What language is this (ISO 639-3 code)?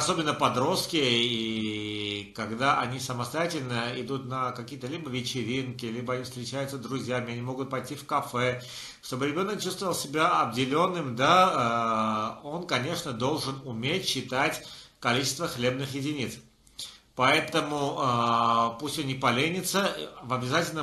rus